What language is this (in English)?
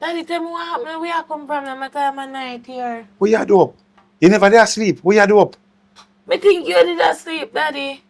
Jamaican Creole English